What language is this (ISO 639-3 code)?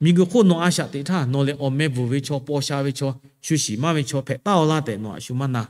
lhu